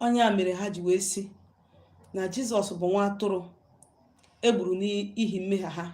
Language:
Igbo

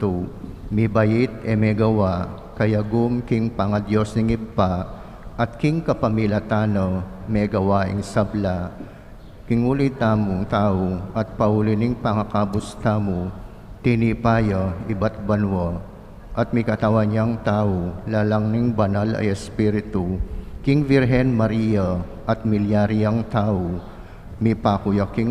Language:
Pampanga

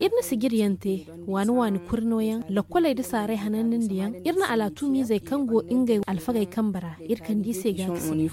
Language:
Zarma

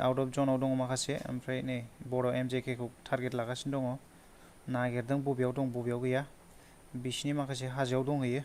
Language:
Bodo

